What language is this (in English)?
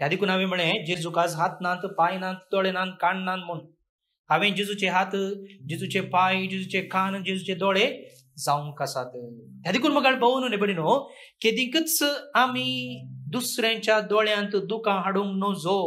Konkani